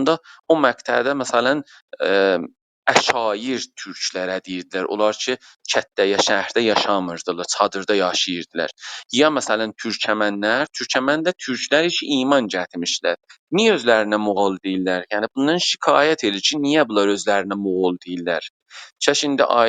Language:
South Azerbaijani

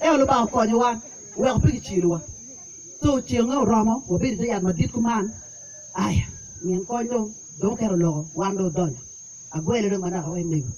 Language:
Acoli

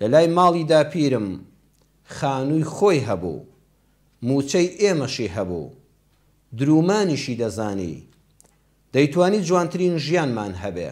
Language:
Central Kurdish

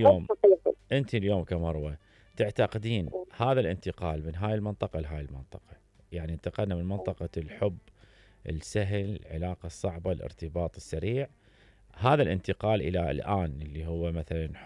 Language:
Mesopotamian Arabic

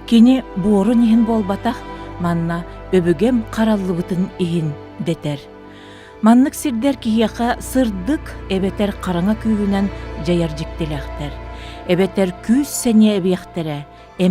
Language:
Yakut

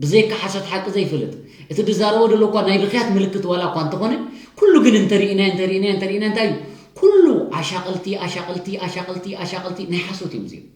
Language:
Tigrinya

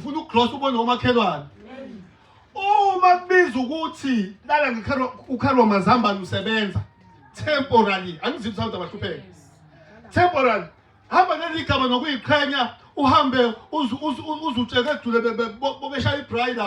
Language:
Zulu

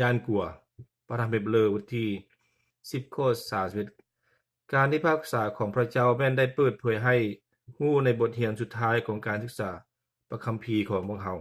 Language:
Lao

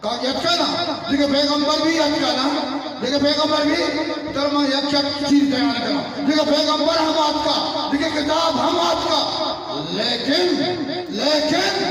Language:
Eastern Balochi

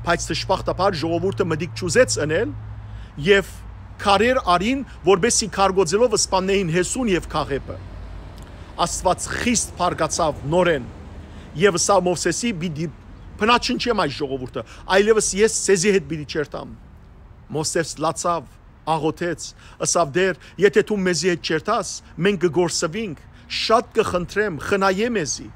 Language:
Western Armenian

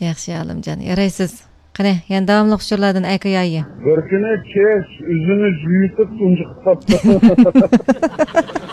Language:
Uyghur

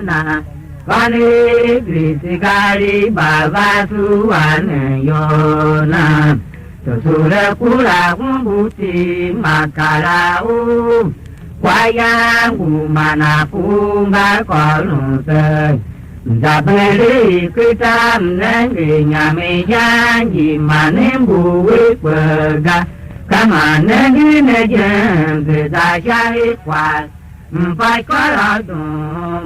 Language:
Tiv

